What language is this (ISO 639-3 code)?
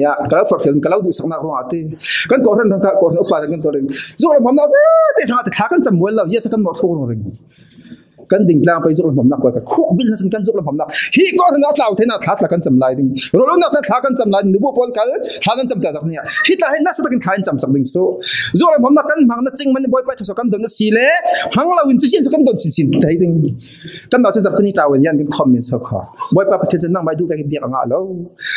cfm